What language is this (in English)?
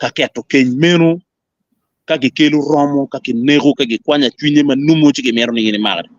Acoli